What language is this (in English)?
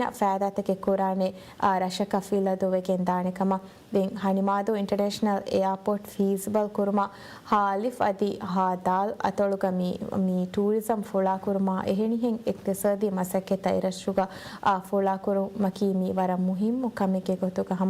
Divehi